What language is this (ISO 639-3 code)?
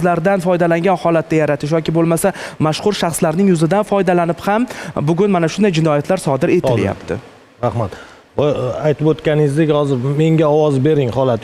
uzb